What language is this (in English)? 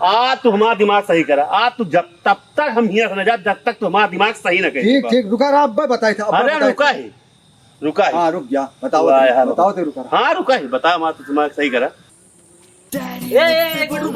Awadhi